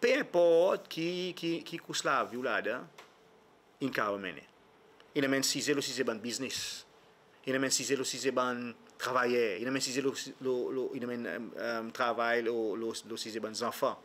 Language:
Seselwa Creole French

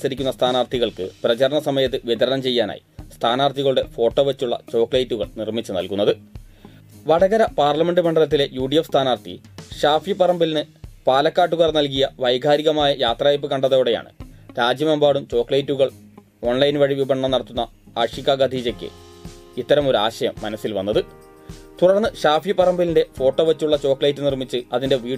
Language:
Malayalam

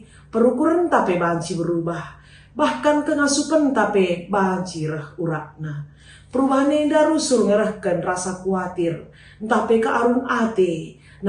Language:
Batak Karo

